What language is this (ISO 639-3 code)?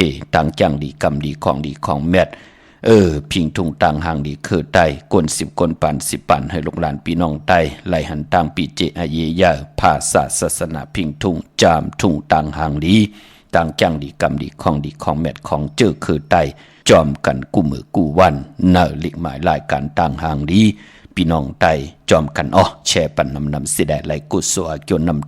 shn